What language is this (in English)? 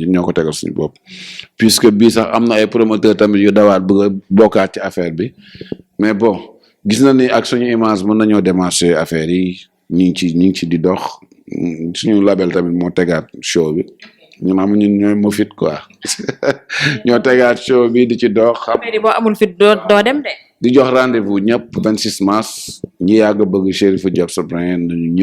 Wolof